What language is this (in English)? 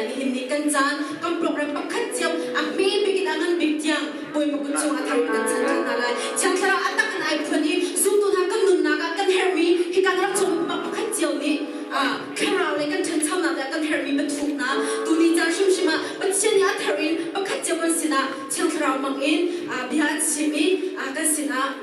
Hakha Chin